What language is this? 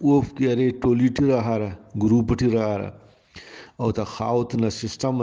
Brahui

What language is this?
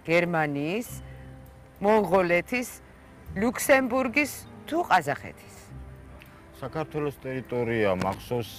Georgian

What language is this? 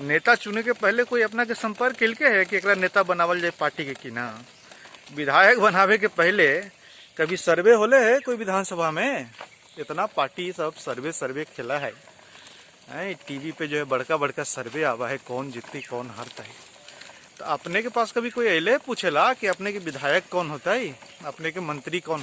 Magahi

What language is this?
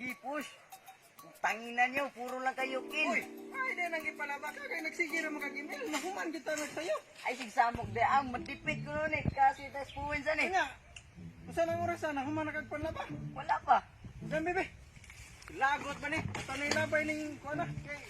Cebuano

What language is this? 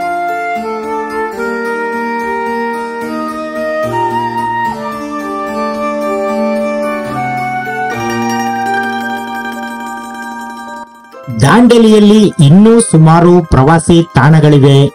Kannada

